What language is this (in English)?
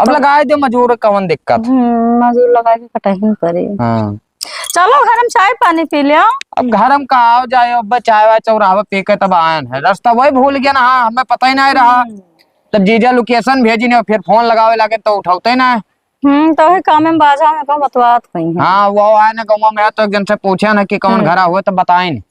Awadhi